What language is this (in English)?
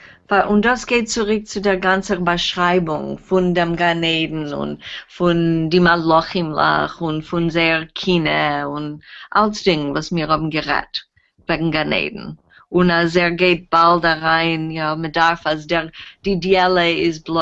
Yiddish